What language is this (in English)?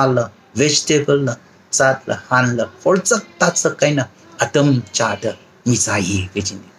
Tangkhul Naga (India)